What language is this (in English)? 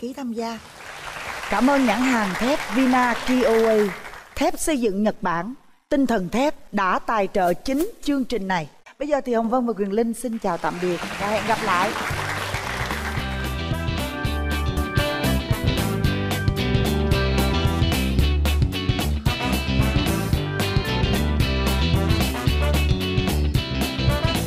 Vietnamese